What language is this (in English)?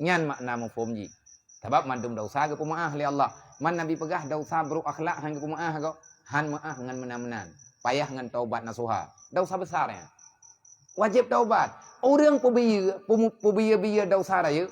Achinese